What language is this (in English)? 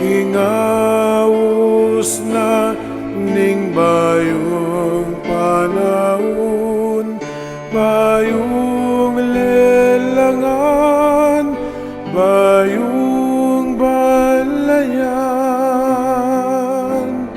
Pampanga